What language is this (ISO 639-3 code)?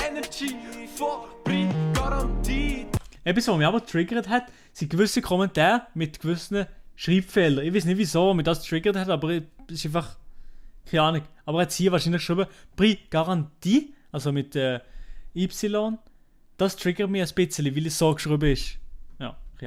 gsw